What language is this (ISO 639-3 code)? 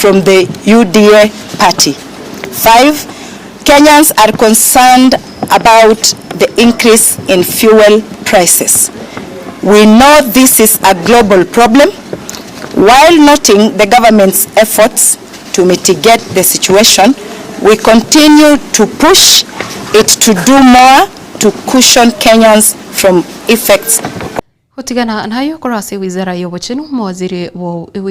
guz